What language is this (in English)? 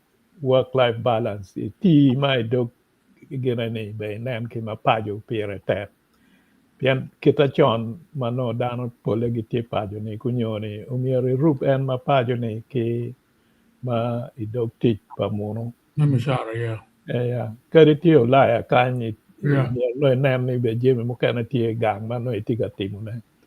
Acoli